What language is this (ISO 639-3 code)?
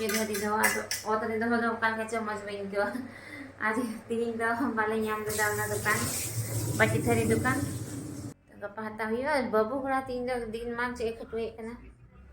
sat